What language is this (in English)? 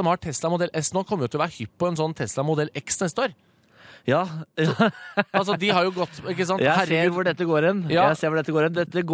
Norwegian